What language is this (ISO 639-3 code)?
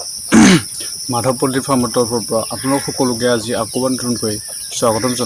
asm